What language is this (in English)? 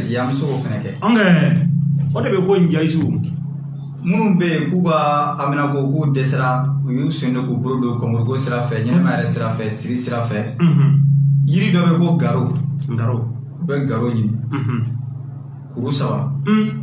Bambara